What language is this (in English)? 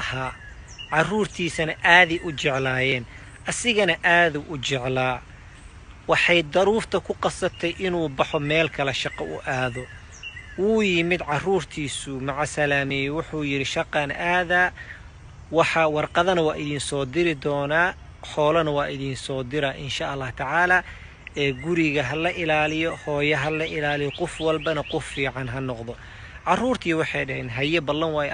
Somali